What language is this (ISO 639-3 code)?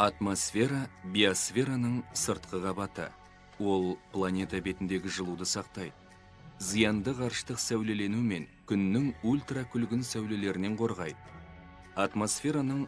kaz